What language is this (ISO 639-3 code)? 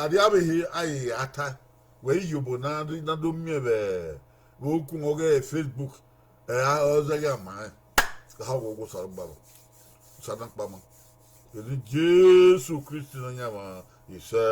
bin